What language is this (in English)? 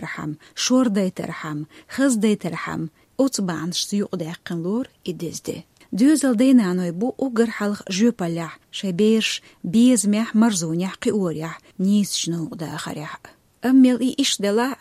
Chechen